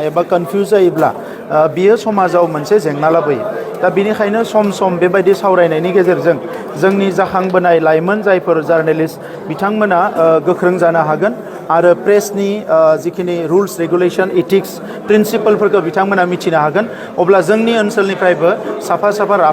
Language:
Bodo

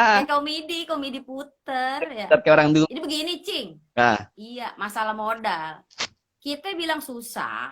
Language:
Betawi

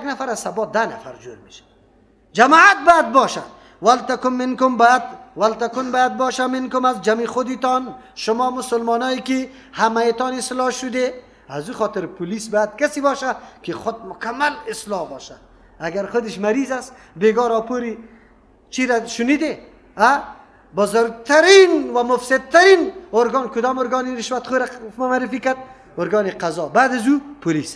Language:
Persian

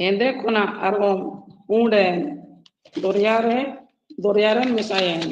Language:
Santali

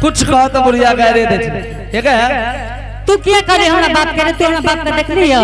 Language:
Angika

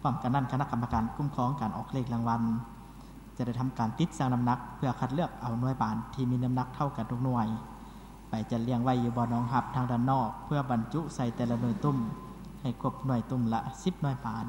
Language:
Lao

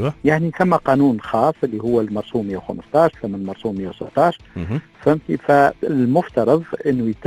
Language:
Tunisian Arabic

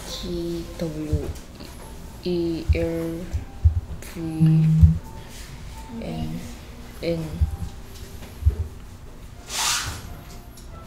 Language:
Korean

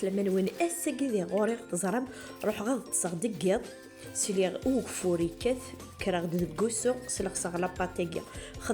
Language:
Kabyle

